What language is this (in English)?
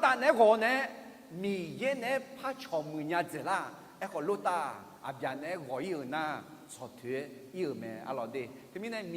Akha